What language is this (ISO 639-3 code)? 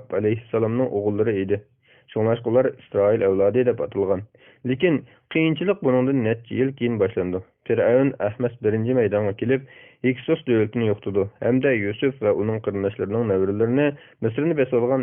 uig